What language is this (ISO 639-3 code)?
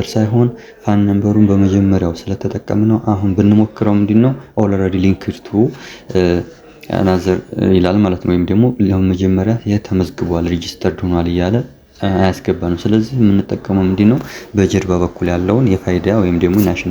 amh